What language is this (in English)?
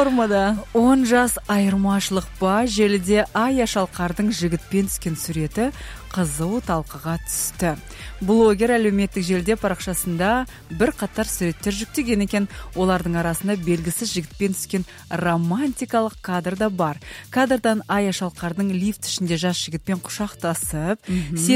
Kazakh